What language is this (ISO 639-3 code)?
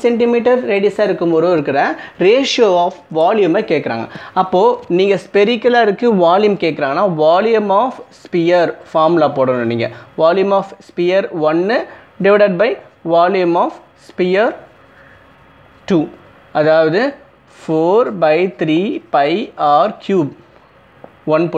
tam